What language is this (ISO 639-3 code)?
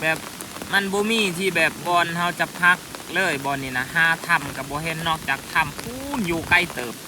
lao